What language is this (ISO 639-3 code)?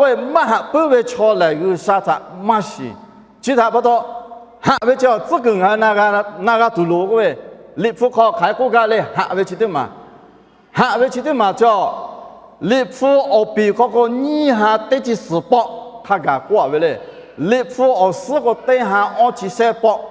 lhu